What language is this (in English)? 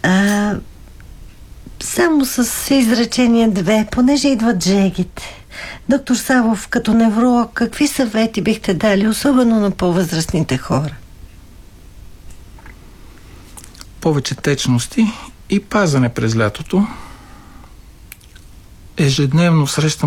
Bulgarian